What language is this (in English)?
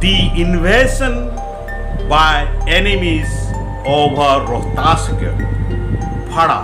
Kurukh